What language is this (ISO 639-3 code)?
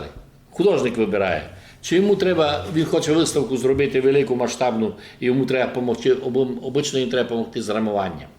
rue